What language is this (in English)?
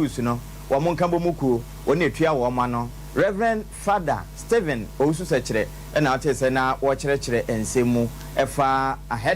Akan